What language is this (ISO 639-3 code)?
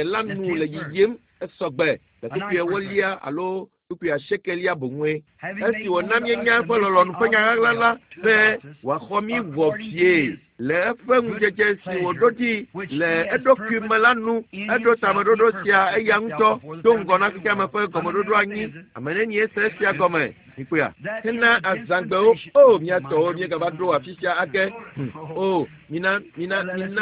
ewe